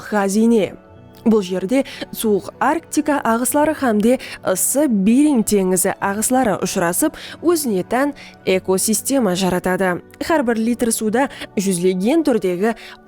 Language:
Kara-Kalpak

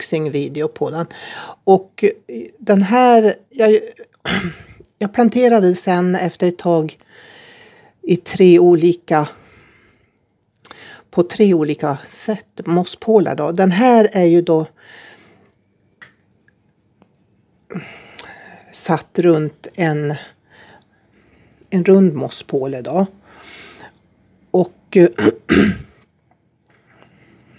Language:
Swedish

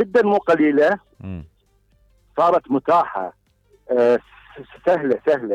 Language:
Mesopotamian Arabic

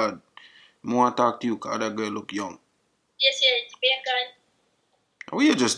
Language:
Jamaican Creole English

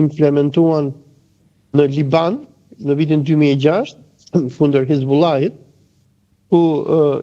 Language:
Albanian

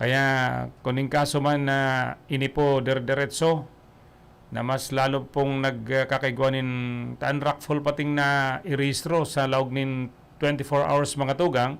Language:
Bikol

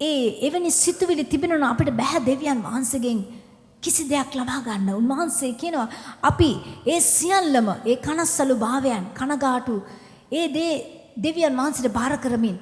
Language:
Sinhala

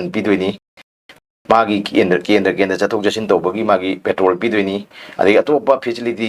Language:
Manipuri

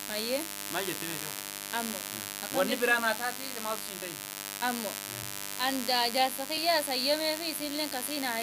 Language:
Oromo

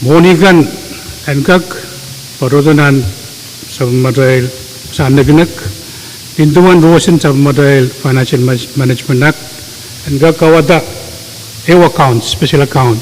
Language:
Pohnpeian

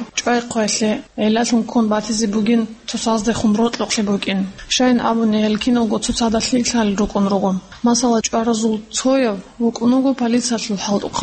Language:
Avaric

